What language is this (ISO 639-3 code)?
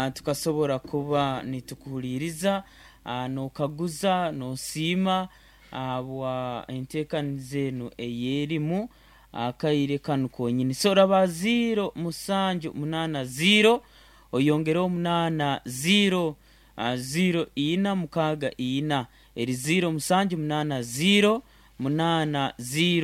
nyo